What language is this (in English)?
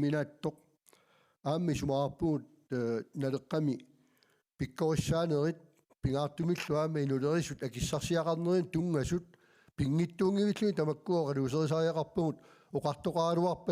Kalaallisut